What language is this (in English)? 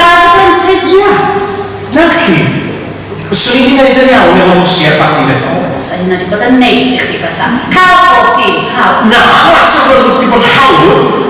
Welsh